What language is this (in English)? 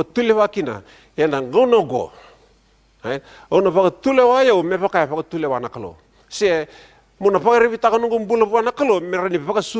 Fijian